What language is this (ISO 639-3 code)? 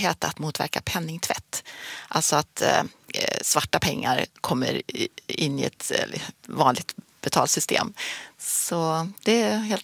swe